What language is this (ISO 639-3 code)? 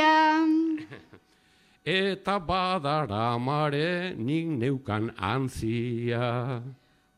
eus